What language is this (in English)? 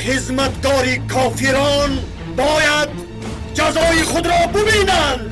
Tajik